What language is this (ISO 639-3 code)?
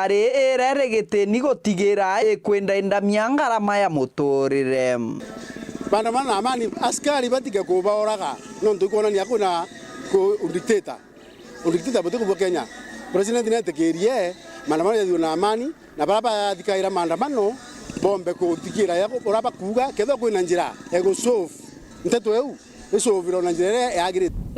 mer